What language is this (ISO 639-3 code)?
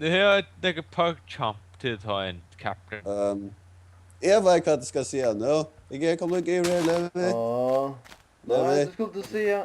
fao